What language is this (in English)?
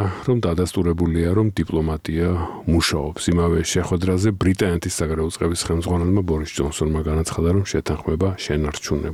Georgian